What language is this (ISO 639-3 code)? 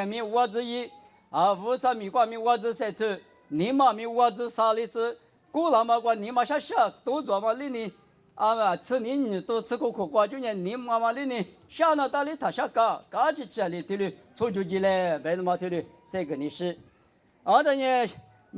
lis